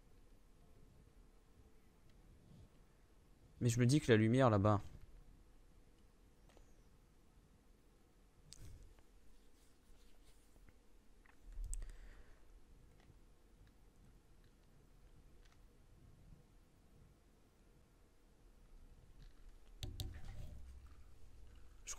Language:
French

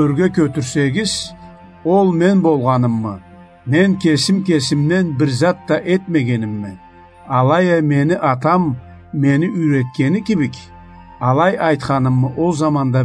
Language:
Karachay-Balkar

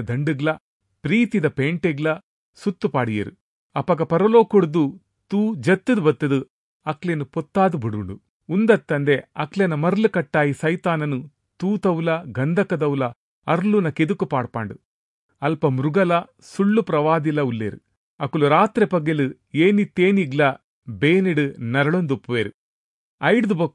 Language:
Tulu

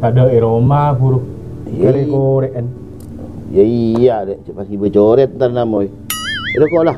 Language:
Madurese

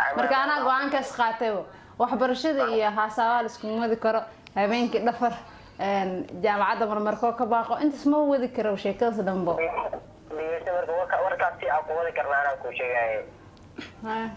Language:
Somali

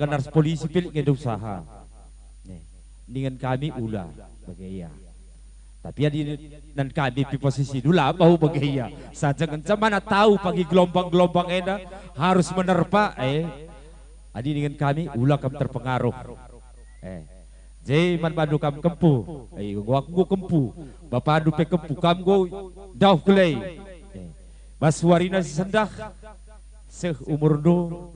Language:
Batak Karo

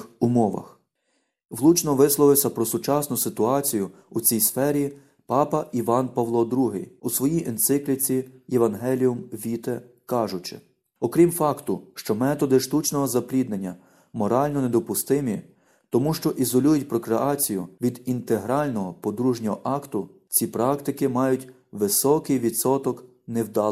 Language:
Ukrainian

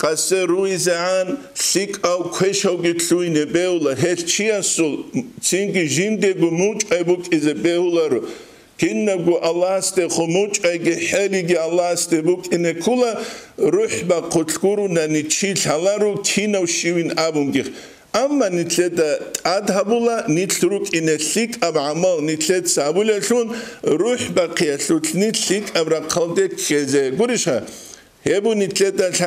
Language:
Avaric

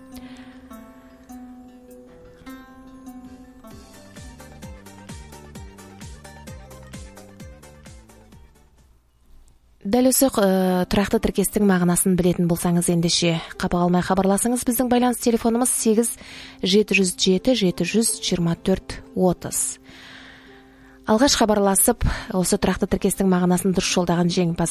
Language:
Kazakh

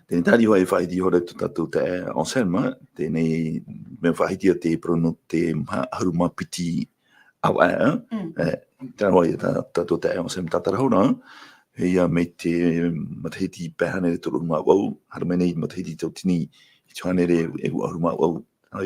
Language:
Tahitian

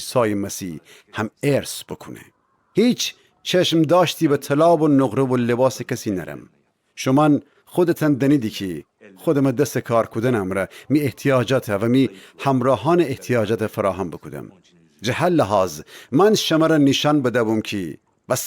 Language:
Gilaki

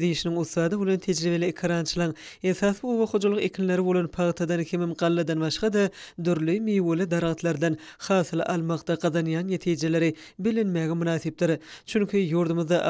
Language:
Turkmen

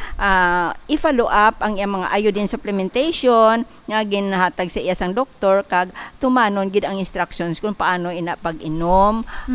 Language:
Hiligaynon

